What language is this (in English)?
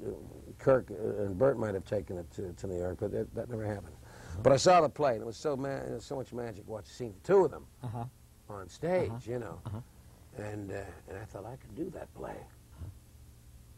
English